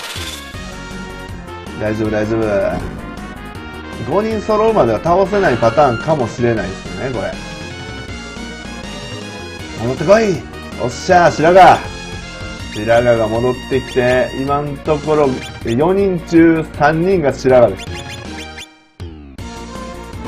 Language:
Japanese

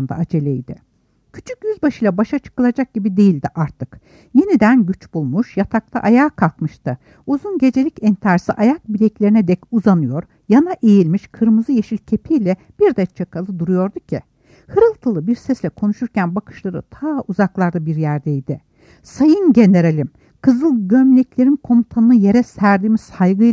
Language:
Turkish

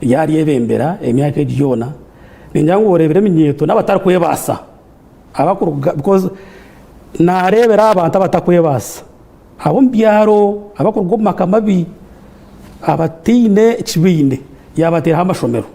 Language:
Nyankole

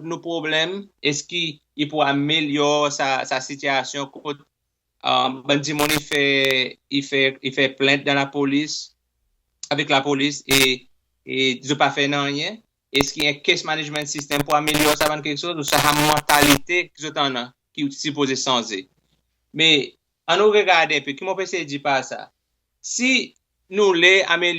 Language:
Seselwa Creole French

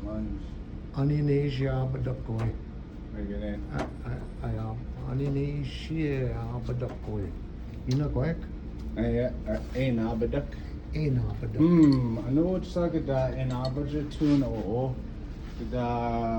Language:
Chippewa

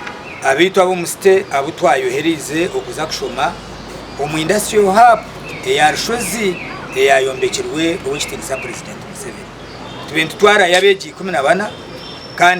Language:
Nyankole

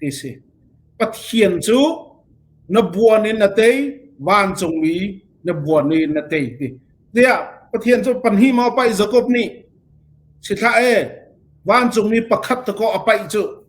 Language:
Falam Chin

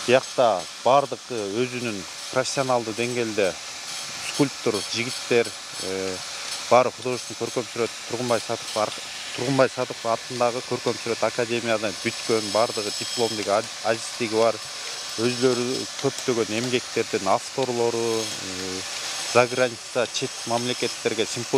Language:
Kyrgyz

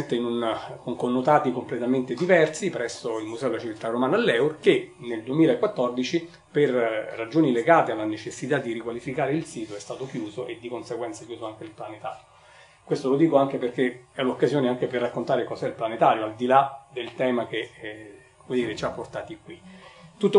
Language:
Italian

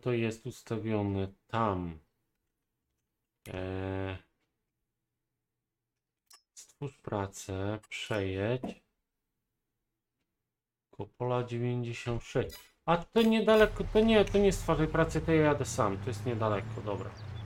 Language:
Polish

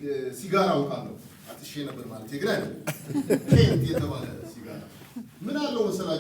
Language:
Amharic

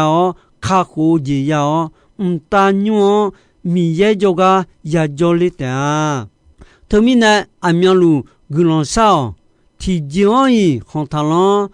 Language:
Akha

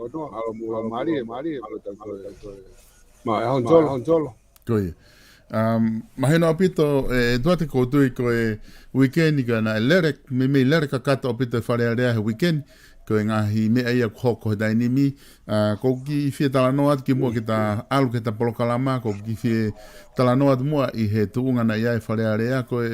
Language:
Tongan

